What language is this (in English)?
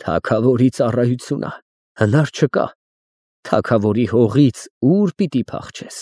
Armenian